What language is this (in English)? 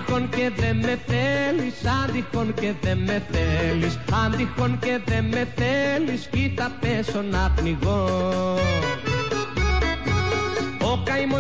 Greek